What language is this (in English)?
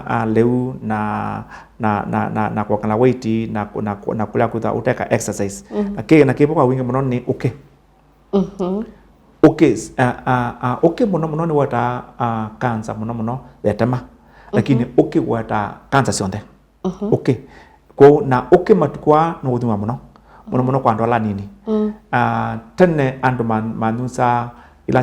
Kamba